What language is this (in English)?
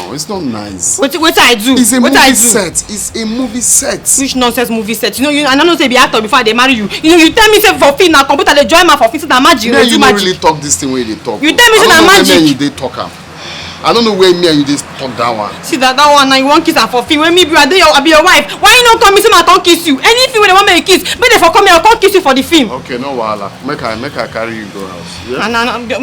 Nigerian Pidgin